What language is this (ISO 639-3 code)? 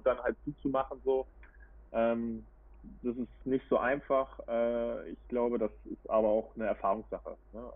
deu